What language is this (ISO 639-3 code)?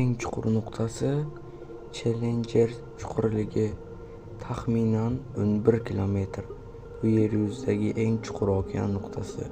uzb